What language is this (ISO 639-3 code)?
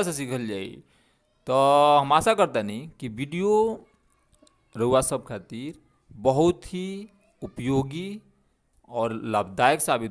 bho